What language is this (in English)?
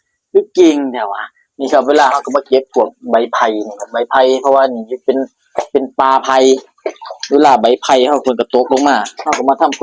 Northeastern Thai